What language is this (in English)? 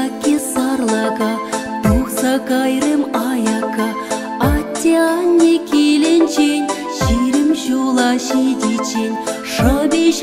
Chuvash